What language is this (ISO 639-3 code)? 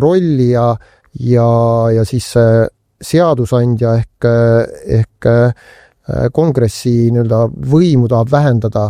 est